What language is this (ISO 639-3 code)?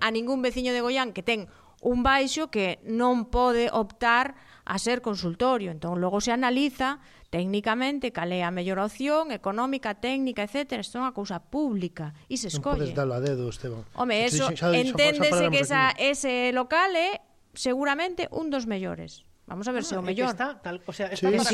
glg